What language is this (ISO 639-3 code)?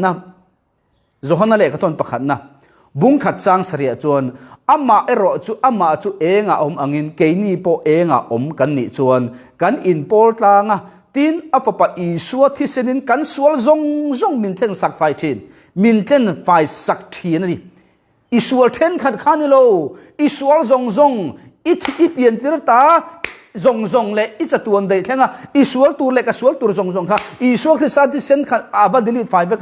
lus